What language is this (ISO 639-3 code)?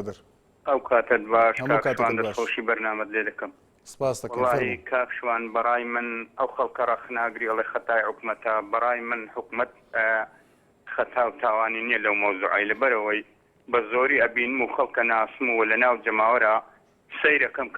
ckb